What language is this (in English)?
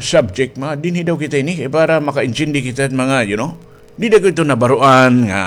Waray